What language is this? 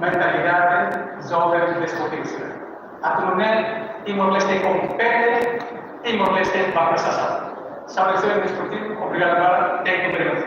Tetum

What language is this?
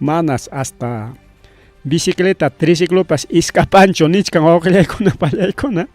Ayacucho Quechua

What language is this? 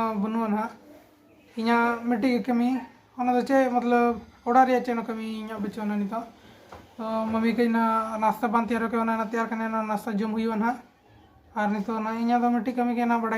Santali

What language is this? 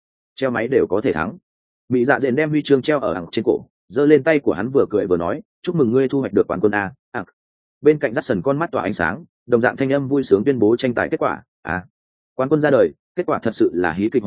Vietnamese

